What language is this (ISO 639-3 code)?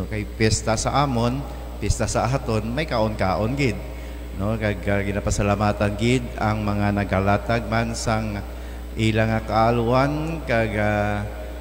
hil